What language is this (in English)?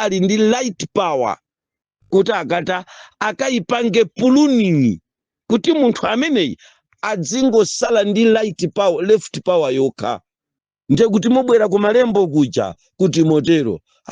Nyanja